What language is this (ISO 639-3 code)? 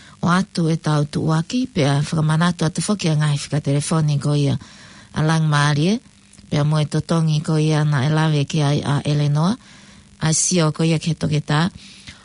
ton